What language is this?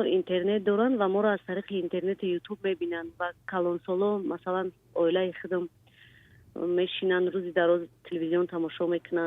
Tajik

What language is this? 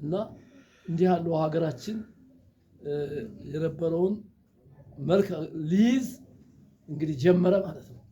Amharic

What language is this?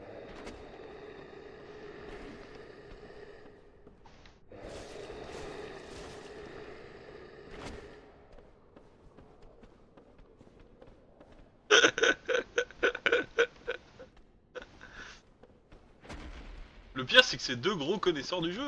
French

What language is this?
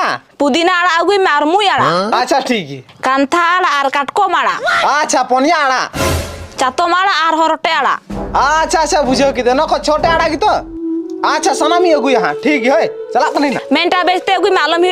Santali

